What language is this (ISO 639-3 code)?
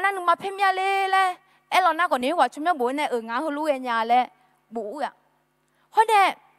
ahk